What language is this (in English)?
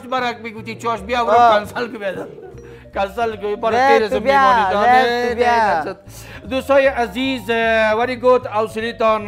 Persian